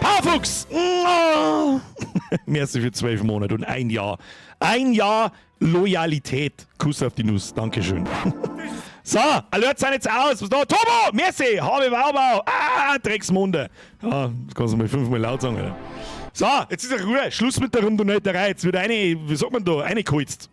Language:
Bavarian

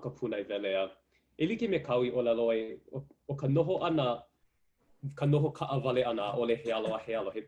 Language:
Hawaiian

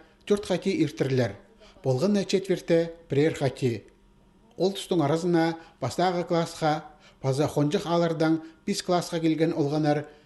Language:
Khakas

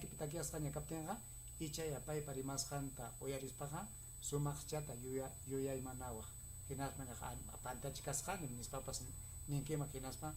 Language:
Ayacucho Quechua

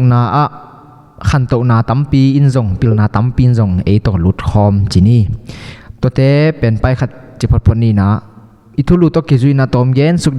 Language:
Tedim Chin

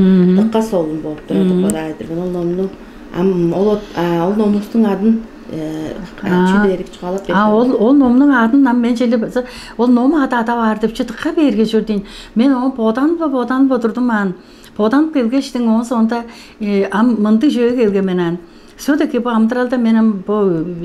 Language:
Tuvinian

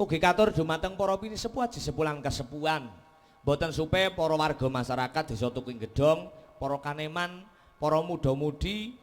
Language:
Javanese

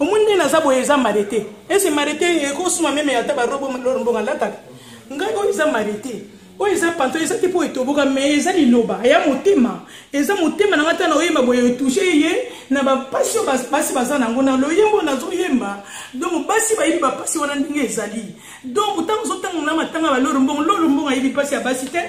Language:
Lingala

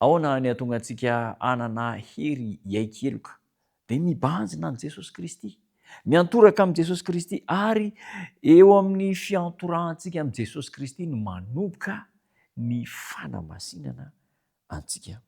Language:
Malagasy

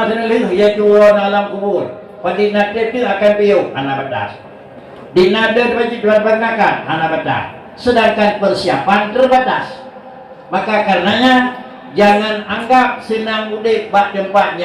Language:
Achinese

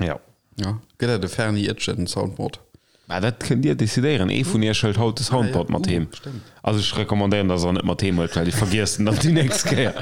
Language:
Luxembourgish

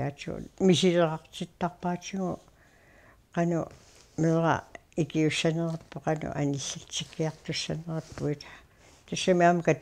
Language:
Kalaallisut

